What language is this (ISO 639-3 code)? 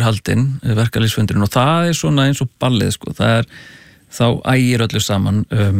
isl